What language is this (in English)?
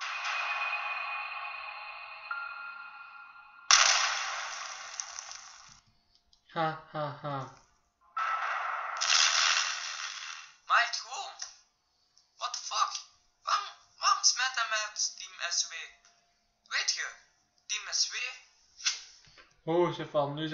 Dutch